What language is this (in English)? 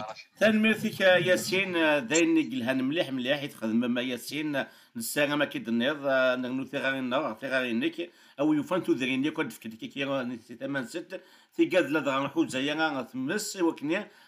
Kabyle